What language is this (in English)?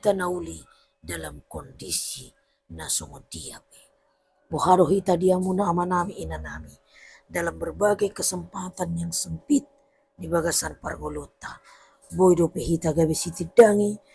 Batak Toba